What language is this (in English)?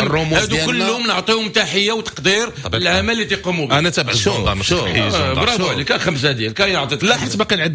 Moroccan Arabic